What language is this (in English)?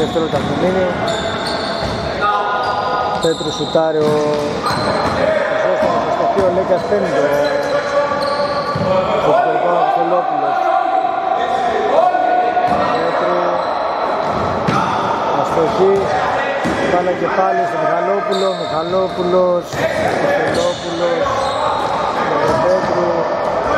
Greek